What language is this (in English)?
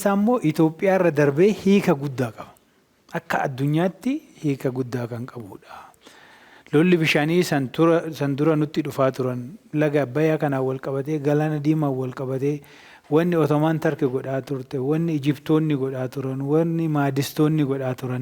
Oromo